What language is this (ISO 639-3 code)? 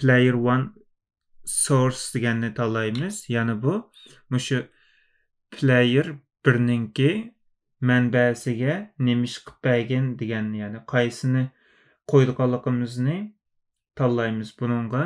uig